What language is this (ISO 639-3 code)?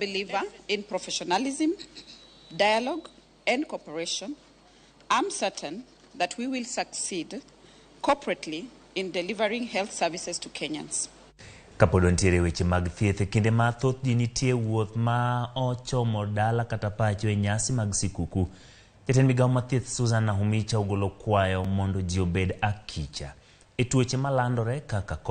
luo